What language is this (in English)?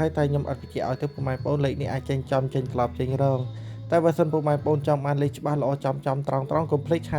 Khmer